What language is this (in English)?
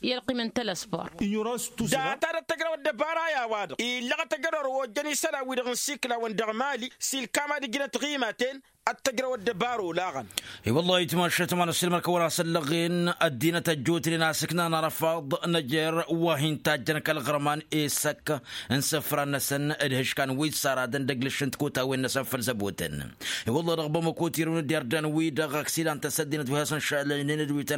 Tamasheq